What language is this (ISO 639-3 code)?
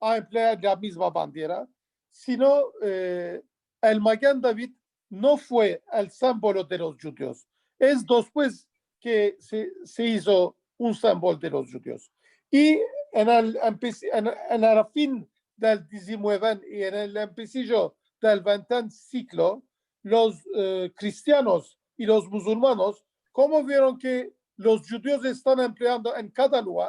lad